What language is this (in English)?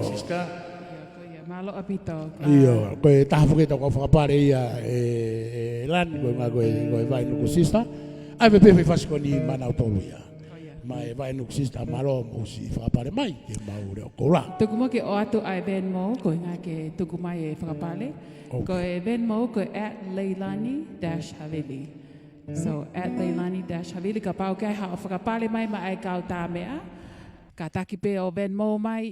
Tongan